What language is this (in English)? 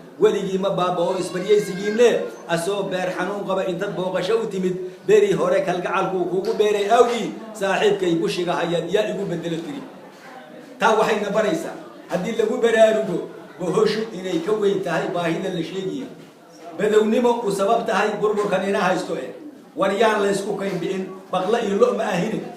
Somali